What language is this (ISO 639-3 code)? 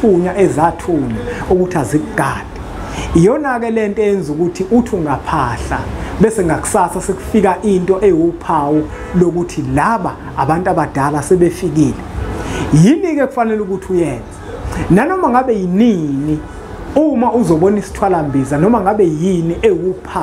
zul